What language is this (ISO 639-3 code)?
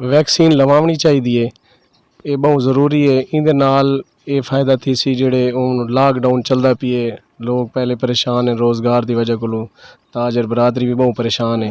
skr